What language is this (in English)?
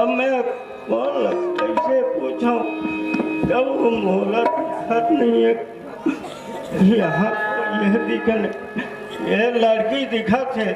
Chhattisgarhi